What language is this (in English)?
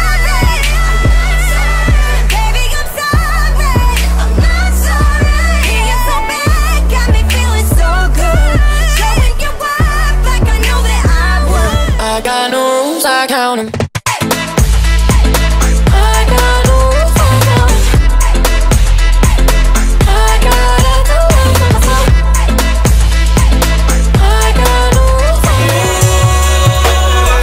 English